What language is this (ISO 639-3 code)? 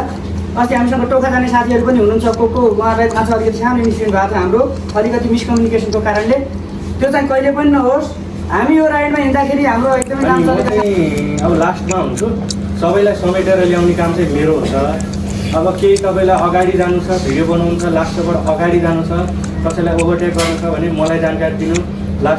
nep